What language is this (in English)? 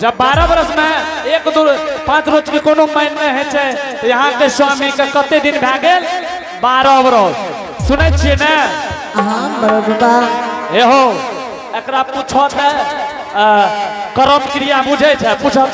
Angika